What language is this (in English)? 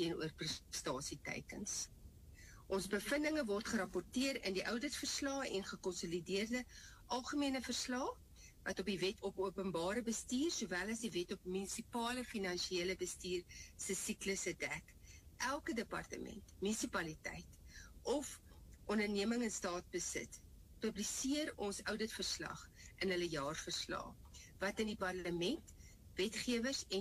Afrikaans